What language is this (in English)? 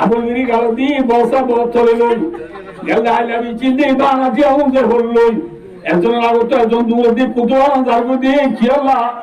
Rohingya